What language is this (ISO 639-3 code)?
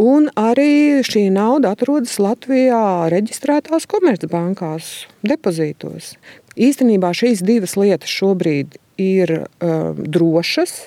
lav